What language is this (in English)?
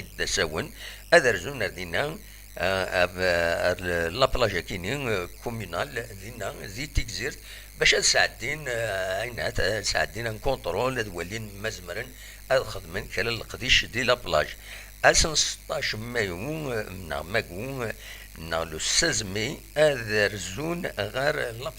Kabyle